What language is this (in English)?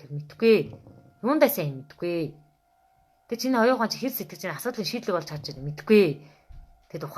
Mongolian